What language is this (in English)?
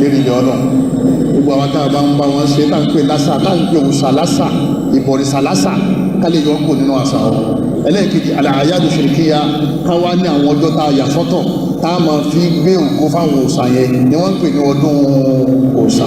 Yoruba